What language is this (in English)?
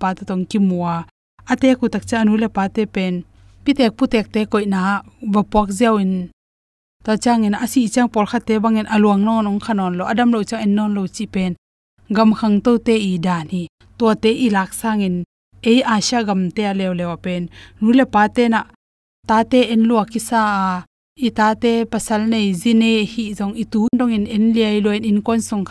Tedim Chin